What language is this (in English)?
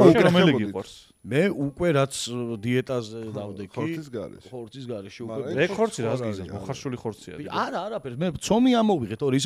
Georgian